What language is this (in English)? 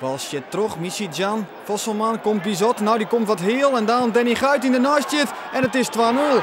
Western Frisian